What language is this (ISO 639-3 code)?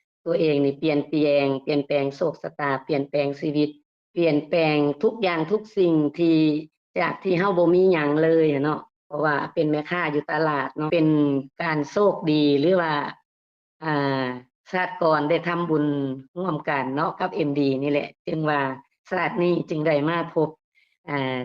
lao